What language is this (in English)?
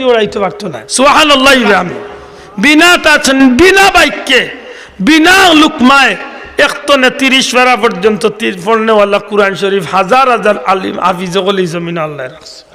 Sylheti